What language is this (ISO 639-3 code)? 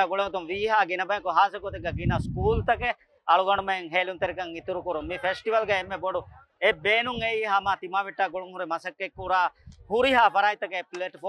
div